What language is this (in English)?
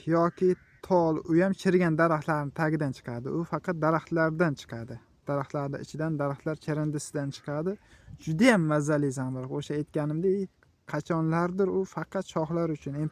Uzbek